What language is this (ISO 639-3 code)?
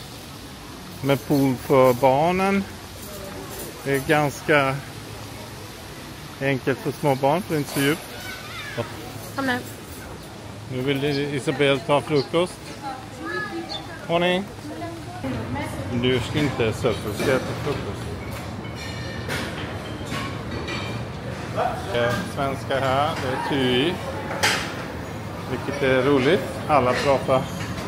swe